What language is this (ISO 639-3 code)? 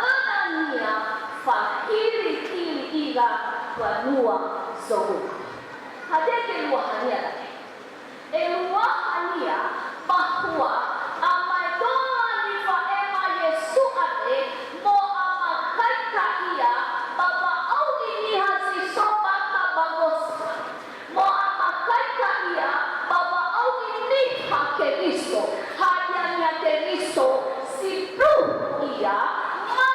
nia